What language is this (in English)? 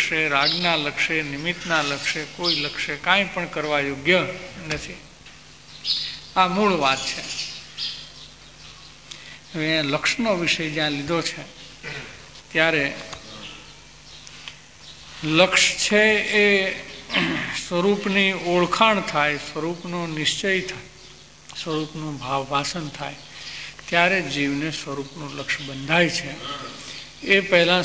Gujarati